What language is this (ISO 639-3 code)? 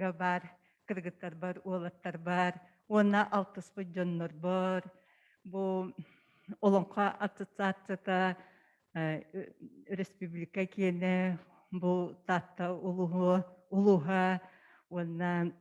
sah